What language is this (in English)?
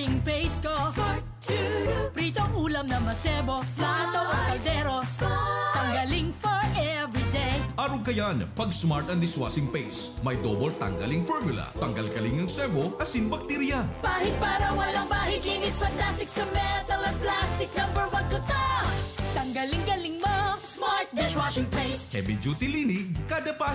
Bikol